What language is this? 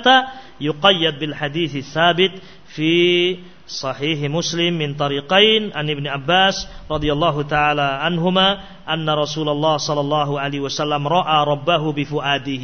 Indonesian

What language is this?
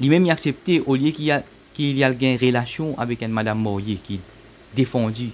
Morisyen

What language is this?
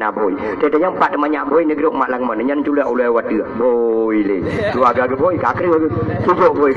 Achinese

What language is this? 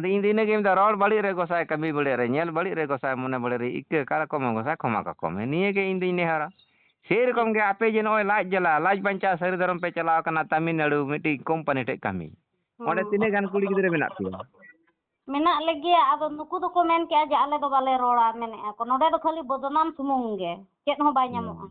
Santali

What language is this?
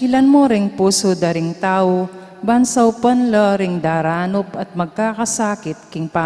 Pampanga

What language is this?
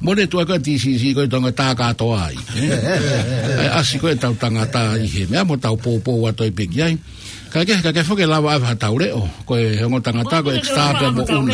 Tongan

